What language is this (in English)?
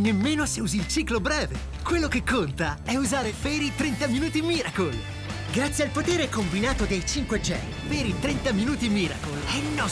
Italian